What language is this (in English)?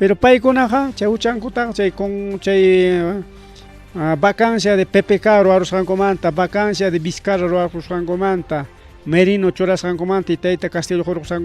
Ayacucho Quechua